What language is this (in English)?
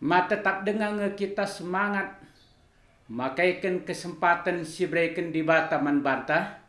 Batak Karo